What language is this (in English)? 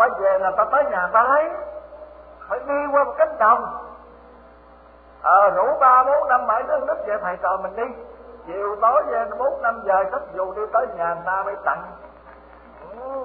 Vietnamese